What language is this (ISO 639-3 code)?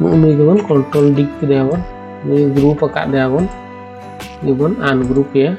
sat